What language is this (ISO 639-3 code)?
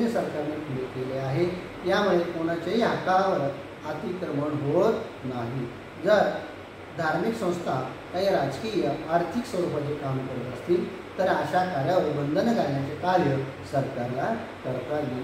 mar